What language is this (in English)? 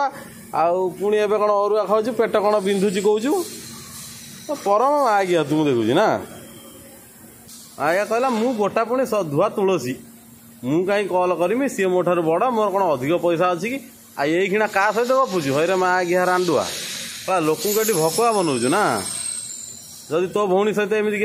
Odia